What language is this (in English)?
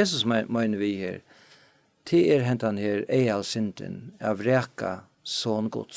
Faroese